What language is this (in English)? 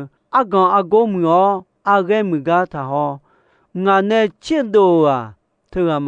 Akha